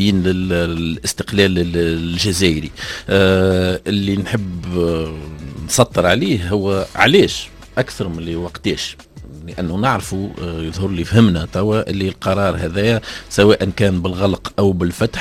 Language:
Tunisian Arabic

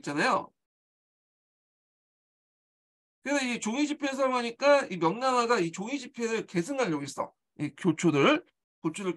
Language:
Korean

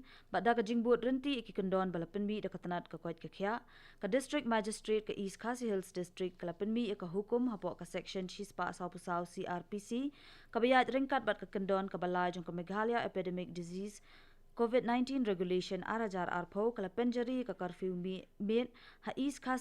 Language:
Khasi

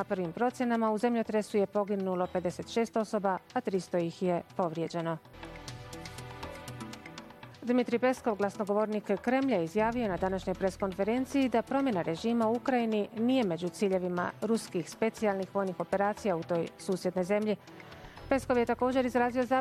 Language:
Bosnian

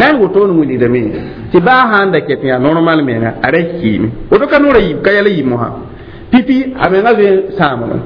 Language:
Mossi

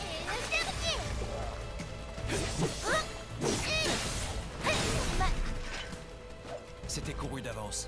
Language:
French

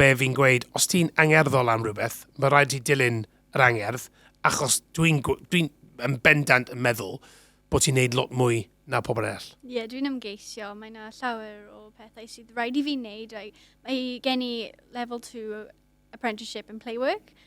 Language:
Welsh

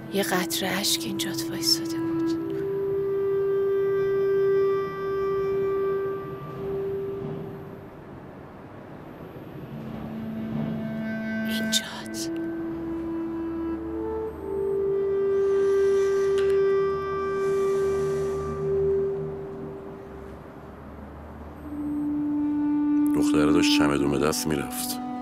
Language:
Persian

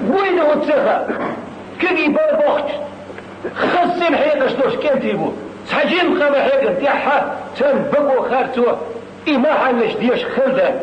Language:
Chechen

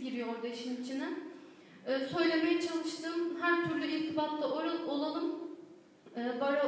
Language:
Turkish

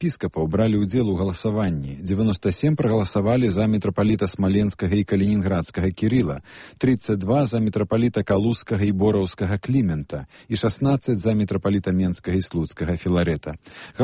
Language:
Belarusian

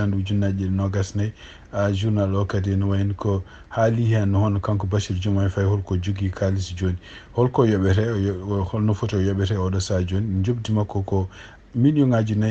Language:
Fula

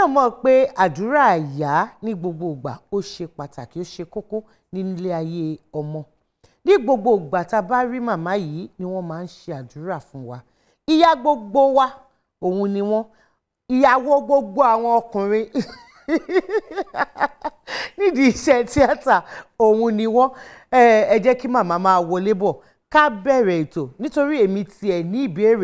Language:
Yoruba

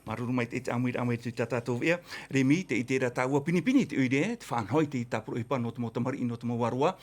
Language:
Tahitian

